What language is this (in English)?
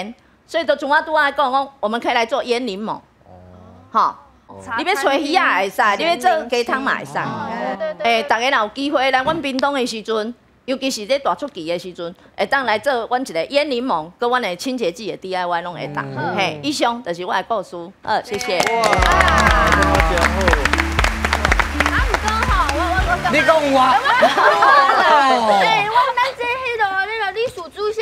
Min Nan Chinese